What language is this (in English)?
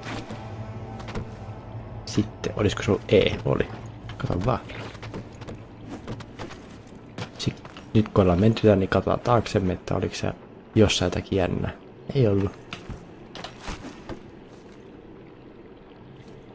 Finnish